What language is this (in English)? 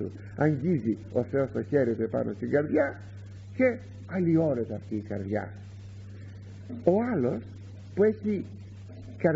Greek